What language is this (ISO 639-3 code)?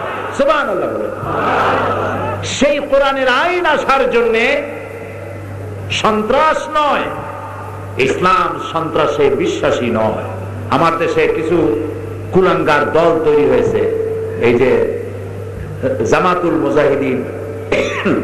ben